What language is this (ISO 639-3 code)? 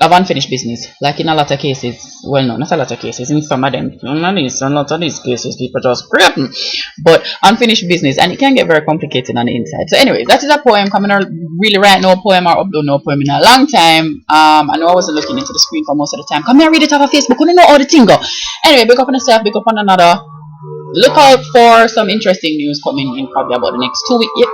jam